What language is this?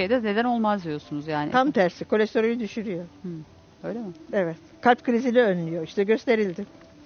Turkish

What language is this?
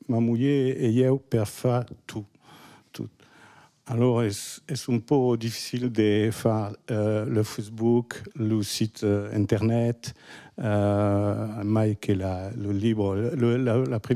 Occitan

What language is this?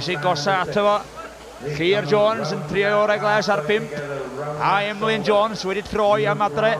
Welsh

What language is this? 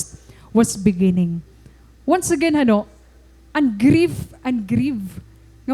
Waray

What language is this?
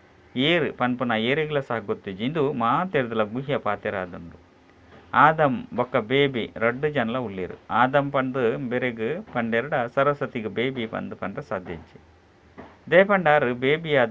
Tulu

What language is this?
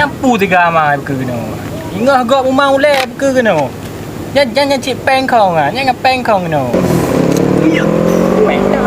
Achinese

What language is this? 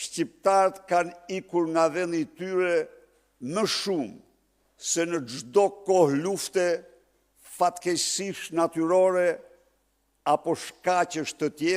Albanian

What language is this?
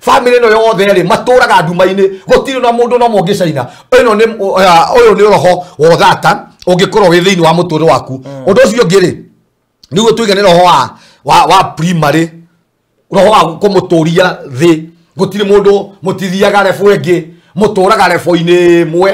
Kikuyu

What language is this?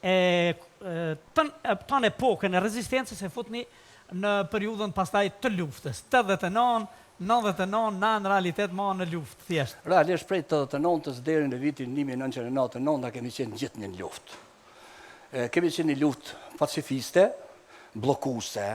Albanian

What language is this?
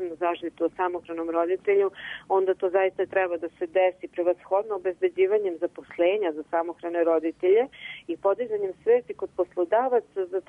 Serbian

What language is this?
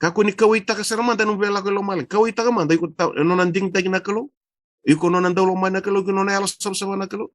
Fijian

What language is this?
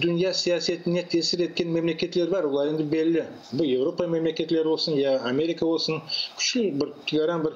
Crimean Tatar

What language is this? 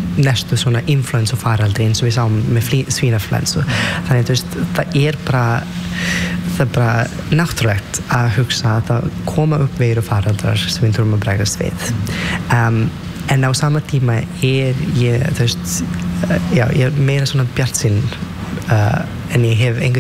Icelandic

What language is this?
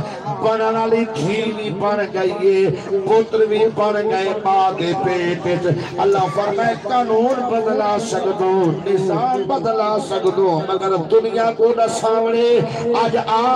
Saraiki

